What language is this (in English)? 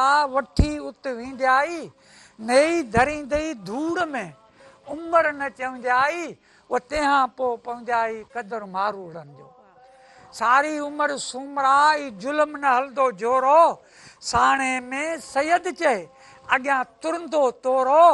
Sindhi